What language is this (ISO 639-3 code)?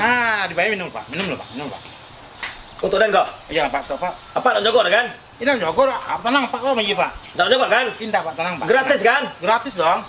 min